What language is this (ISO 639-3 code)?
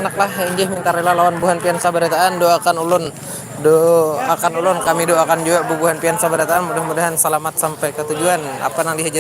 bjn